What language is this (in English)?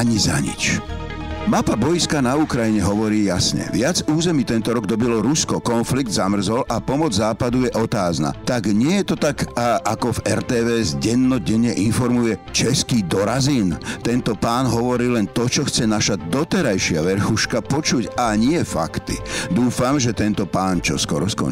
Slovak